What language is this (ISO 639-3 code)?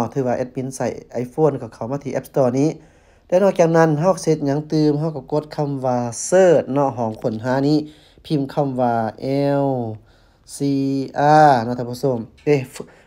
lao